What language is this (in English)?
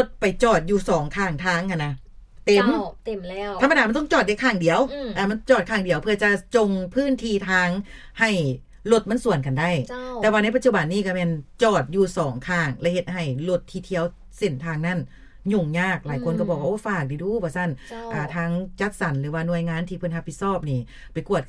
Lao